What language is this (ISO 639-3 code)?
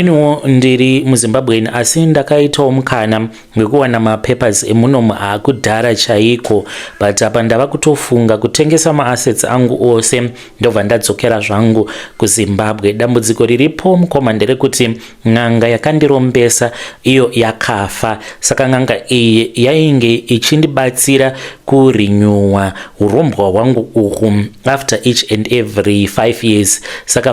sna